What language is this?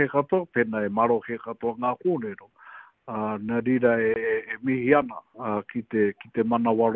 Māori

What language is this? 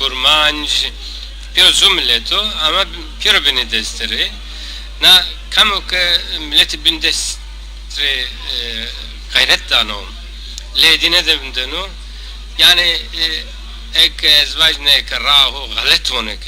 Zaza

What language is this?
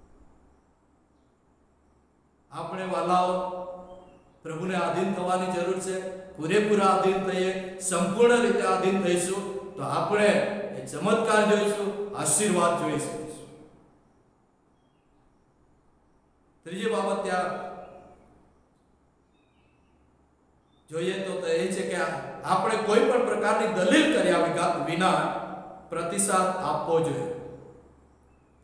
Gujarati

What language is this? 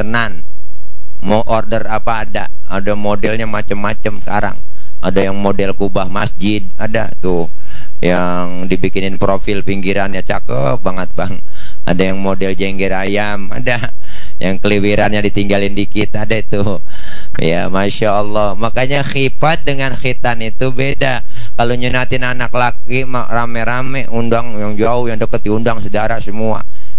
Betawi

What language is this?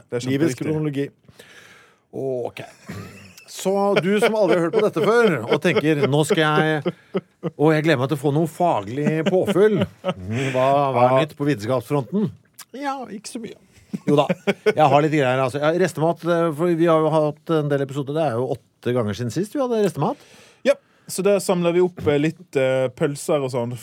Norwegian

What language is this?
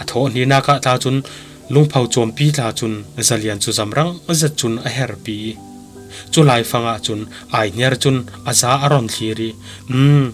Falam Chin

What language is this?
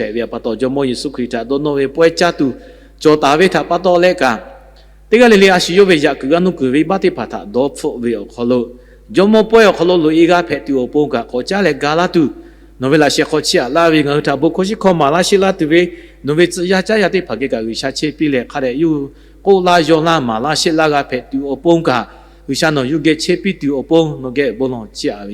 Lahu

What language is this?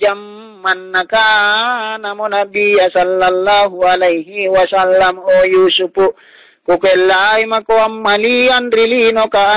Makasar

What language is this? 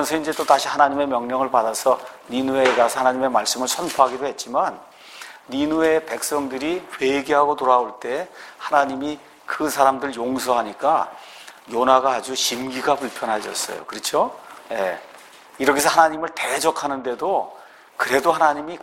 Korean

